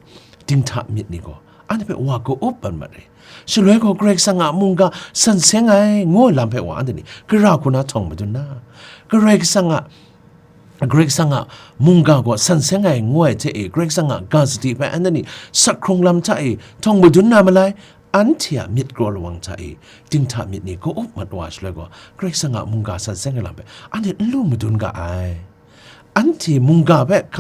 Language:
Kachin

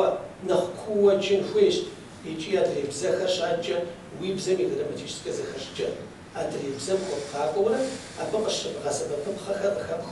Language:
Kabardian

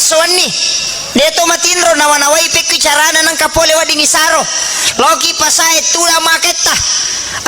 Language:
Buginese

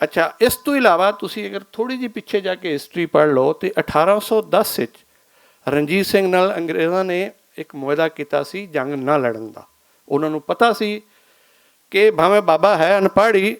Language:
Western Panjabi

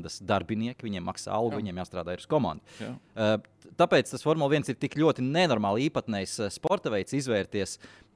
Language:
Latvian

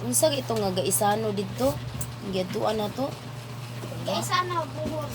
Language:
Cebuano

